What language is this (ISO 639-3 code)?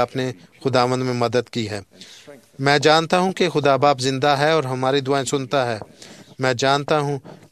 urd